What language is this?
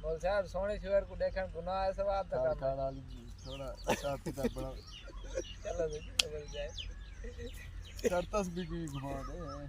Saraiki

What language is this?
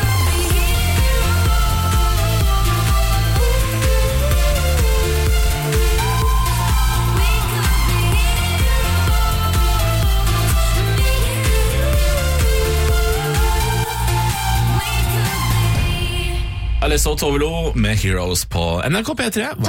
Norwegian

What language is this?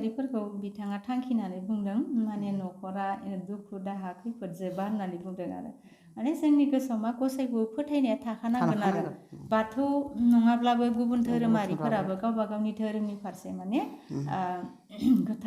Bodo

